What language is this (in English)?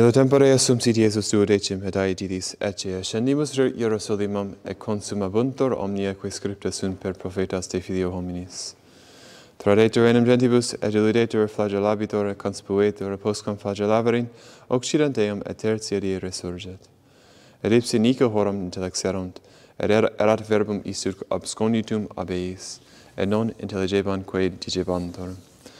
Latin